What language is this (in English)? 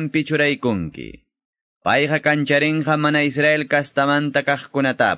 Quechua